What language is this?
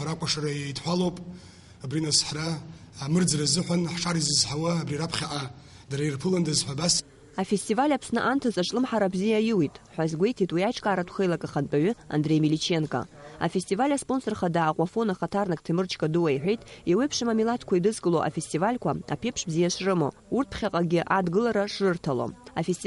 Abkhazian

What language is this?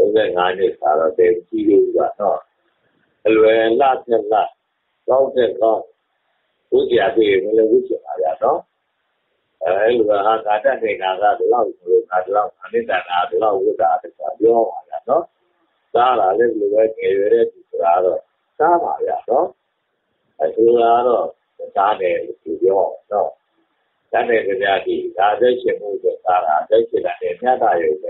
Burmese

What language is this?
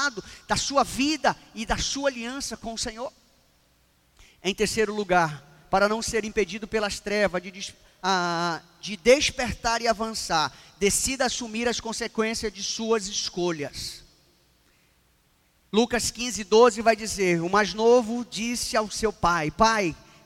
Portuguese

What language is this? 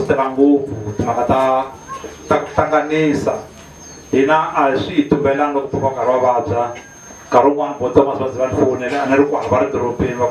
Tsonga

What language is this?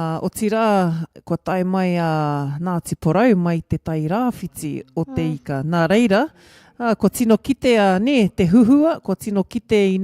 Māori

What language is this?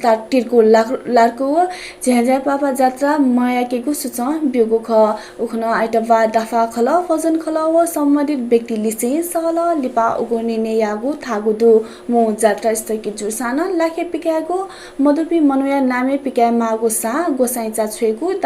Newari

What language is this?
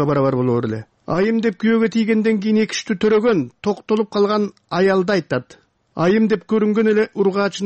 Kyrgyz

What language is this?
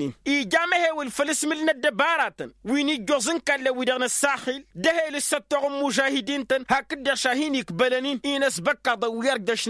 Tamasheq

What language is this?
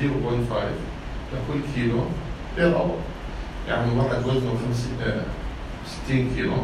North Levantine Arabic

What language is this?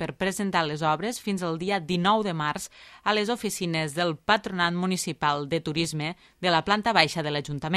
Catalan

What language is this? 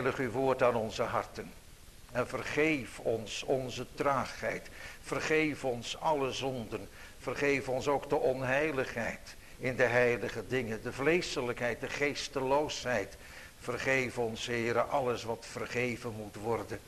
Dutch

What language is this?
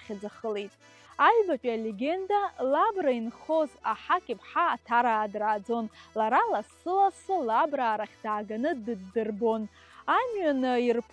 Abkhazian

